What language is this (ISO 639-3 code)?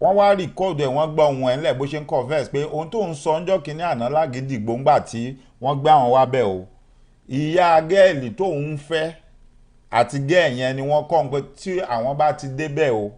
yor